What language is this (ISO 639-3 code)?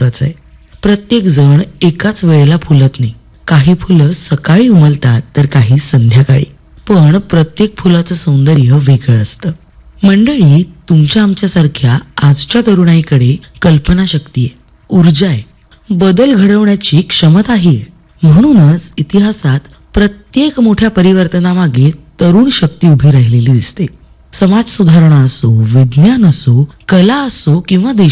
mar